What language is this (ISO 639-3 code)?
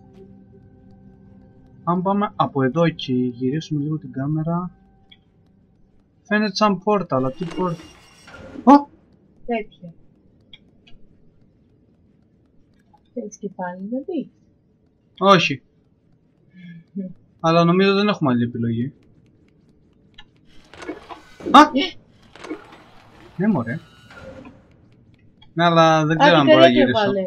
ell